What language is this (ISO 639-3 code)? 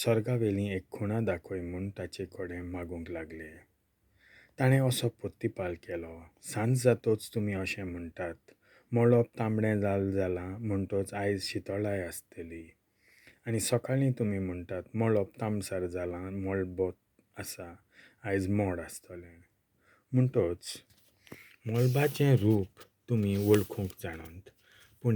kok